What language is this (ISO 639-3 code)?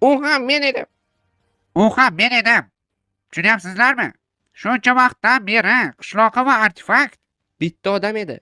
uzb